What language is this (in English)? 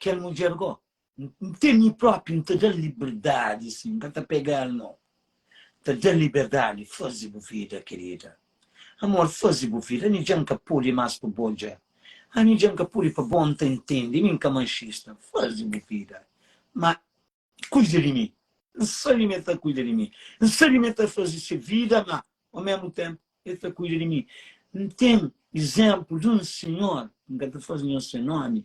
Kabuverdianu